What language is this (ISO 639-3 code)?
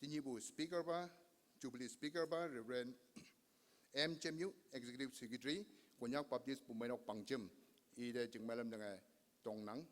nbe